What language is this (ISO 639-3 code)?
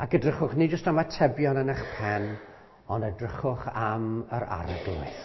cym